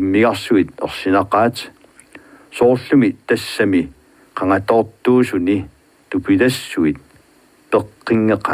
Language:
Kalaallisut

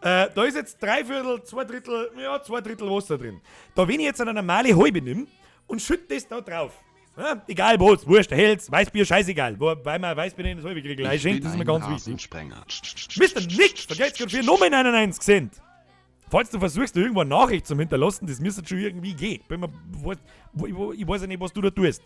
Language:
Bavarian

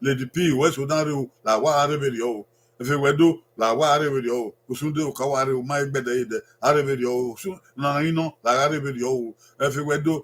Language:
Bini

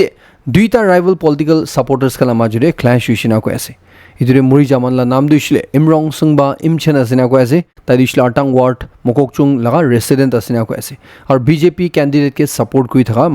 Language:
Naga Pidgin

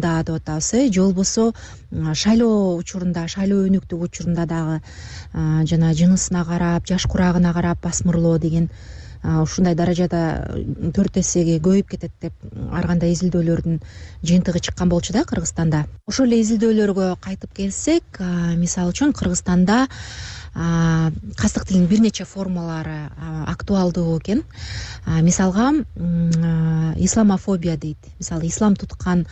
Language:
Kyrgyz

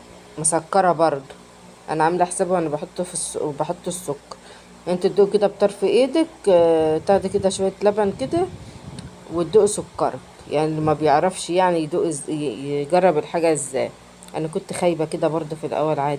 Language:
Egyptian Arabic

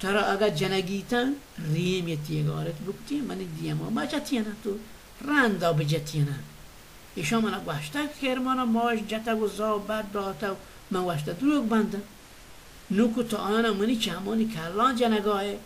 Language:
Baluchi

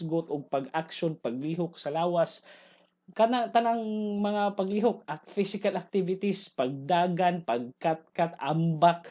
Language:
Cebuano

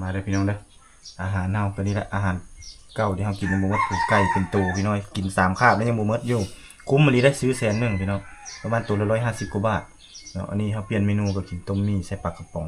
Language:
Lao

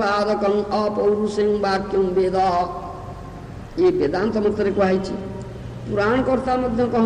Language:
Odia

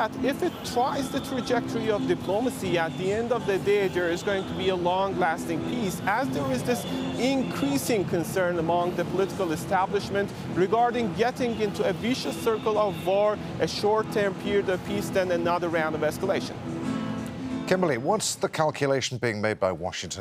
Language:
English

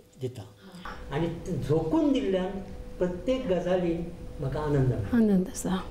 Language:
Konkani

